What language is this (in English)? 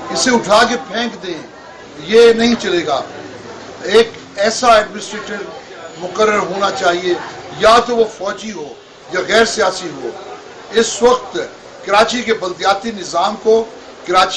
Urdu